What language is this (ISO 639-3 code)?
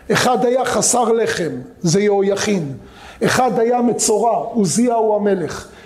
heb